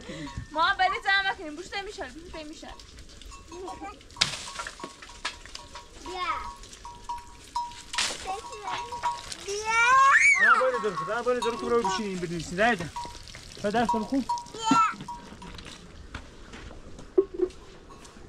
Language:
Persian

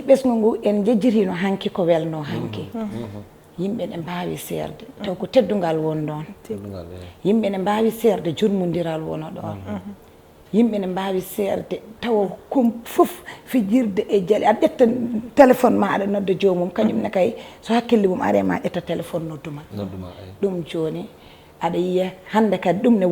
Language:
Fula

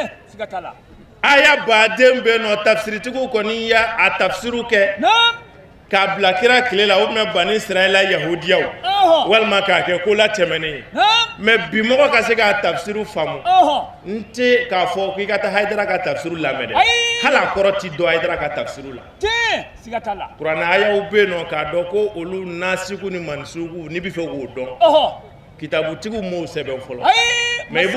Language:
Bambara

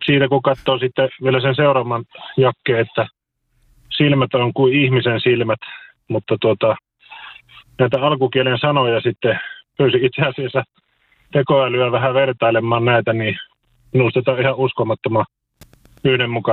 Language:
Finnish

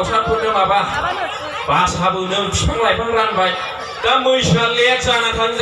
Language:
Bodo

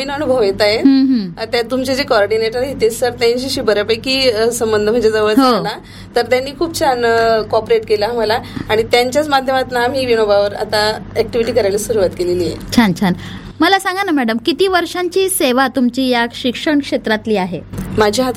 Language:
Marathi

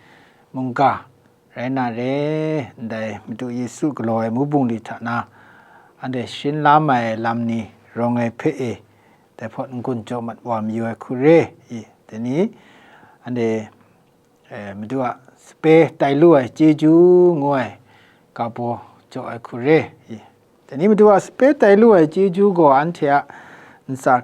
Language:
Kachin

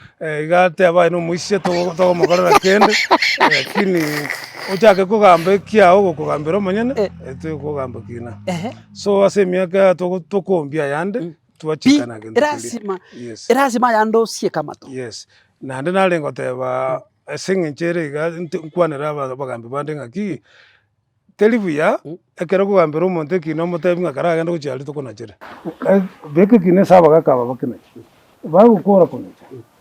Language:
Gusii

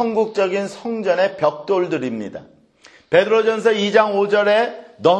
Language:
Korean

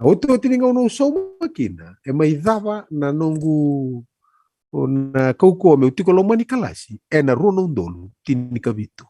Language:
Fijian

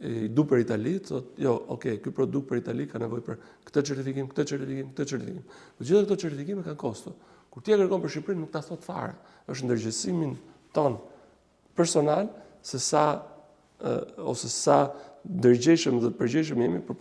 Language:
Albanian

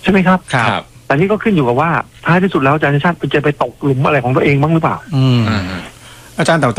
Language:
Thai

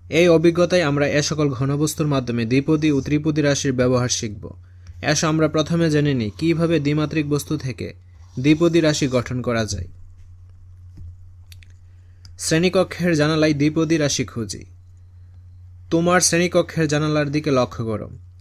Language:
Bangla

